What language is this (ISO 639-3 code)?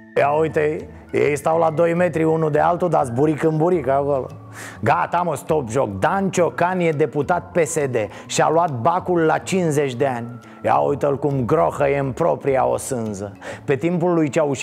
ron